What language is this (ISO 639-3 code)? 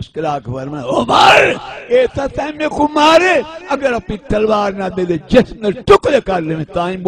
skr